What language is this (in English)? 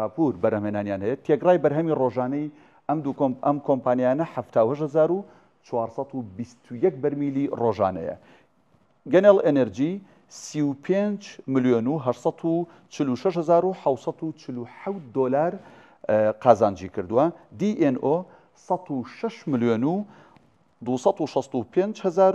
Central Kurdish